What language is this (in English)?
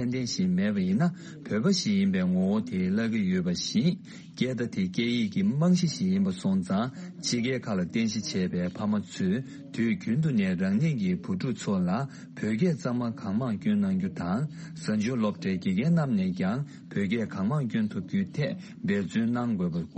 Tibetan